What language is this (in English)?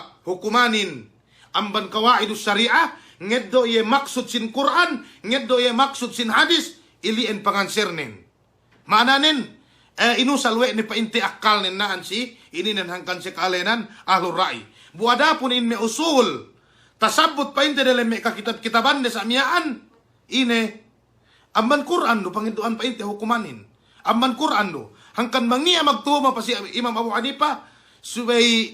Yakan